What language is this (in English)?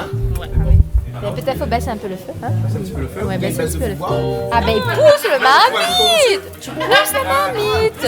Réunion Creole French